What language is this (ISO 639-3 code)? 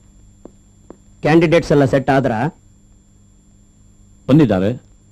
kan